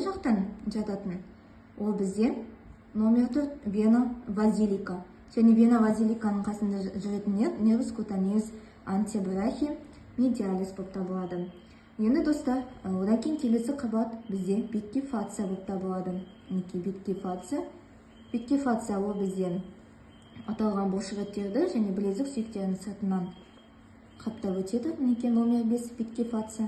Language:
Kazakh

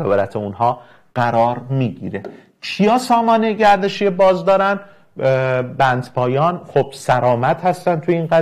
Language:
Persian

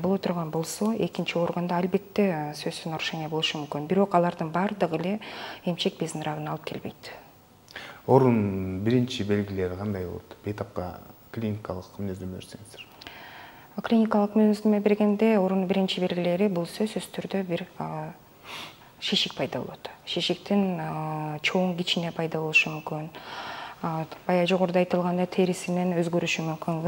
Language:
Kyrgyz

